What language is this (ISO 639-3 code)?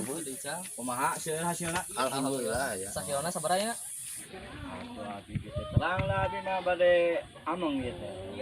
sun